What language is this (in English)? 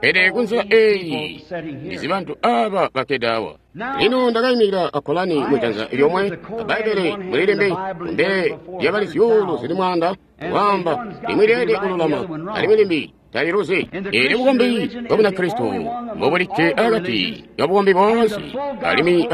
Tonga (Zambia)